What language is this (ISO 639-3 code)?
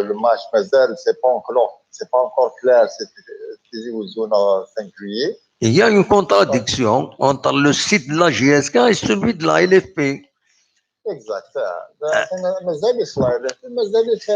kab